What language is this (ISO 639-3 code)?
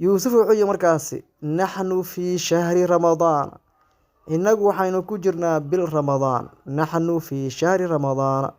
som